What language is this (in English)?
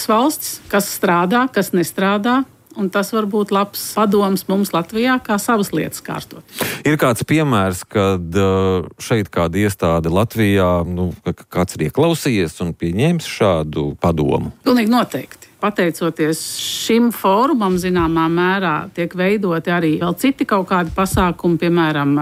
Latvian